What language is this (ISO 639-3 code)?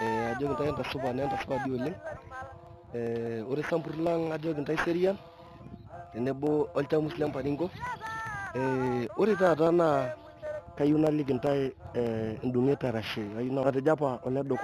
mas